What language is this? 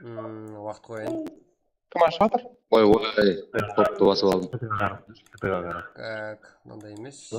Kara-Kalpak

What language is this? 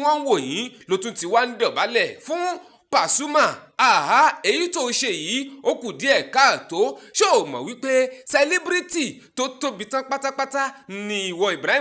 Yoruba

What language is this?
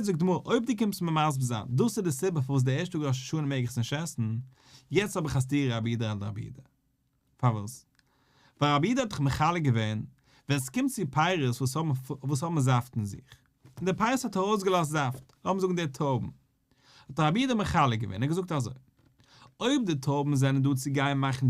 Yiddish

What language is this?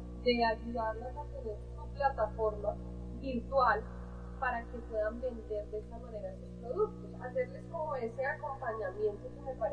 Spanish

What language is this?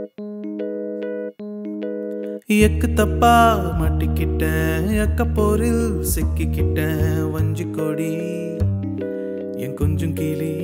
Tamil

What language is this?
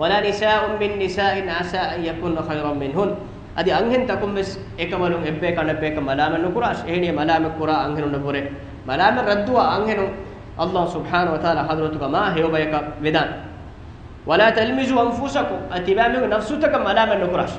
Divehi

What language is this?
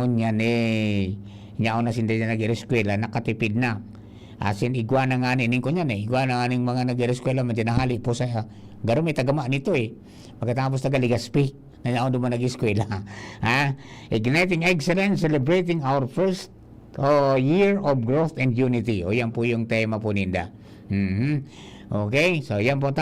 Bikol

